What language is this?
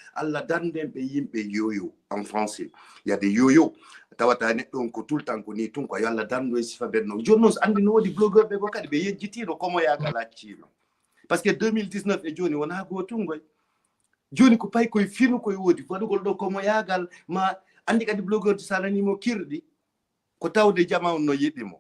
Fula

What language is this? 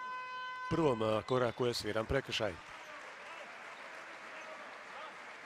Croatian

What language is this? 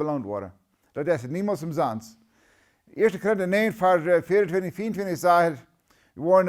Plautdietsch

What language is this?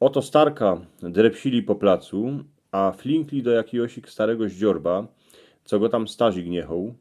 Silesian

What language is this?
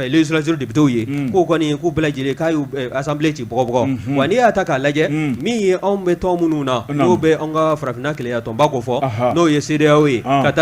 Bambara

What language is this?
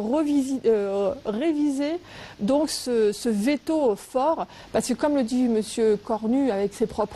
French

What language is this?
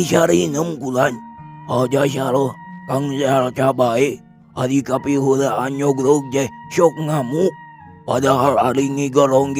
Sundanese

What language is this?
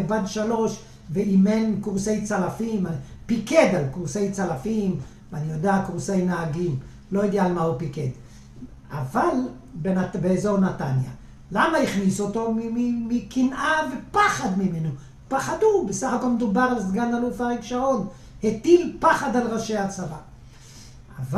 Hebrew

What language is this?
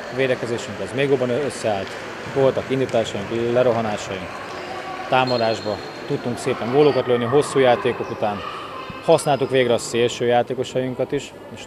Hungarian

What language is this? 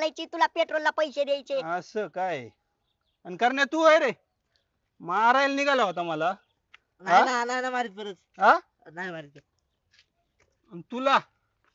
Marathi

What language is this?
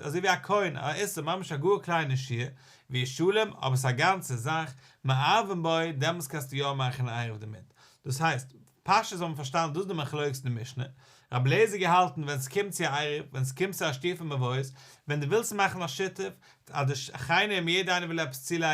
Yiddish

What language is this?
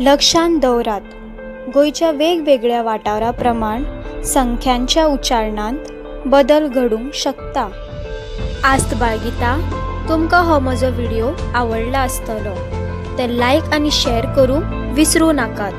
Konkani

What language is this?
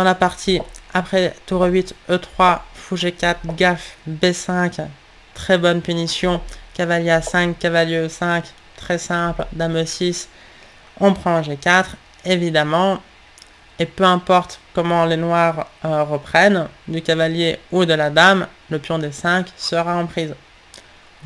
French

